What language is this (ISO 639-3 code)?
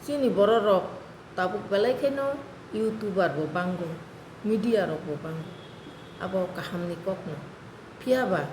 trp